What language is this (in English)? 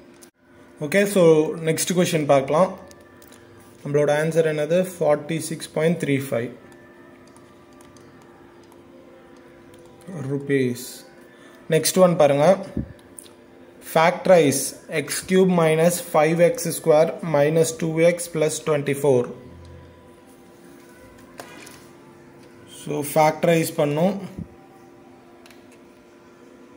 Tamil